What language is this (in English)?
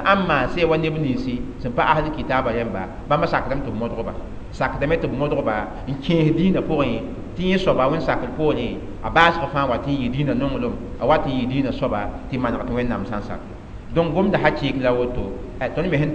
Mossi